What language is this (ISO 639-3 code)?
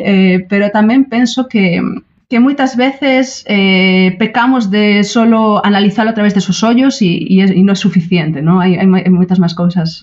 glg